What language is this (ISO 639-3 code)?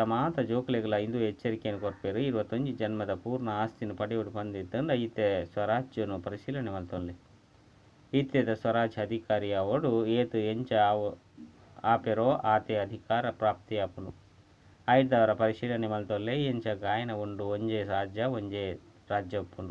tcy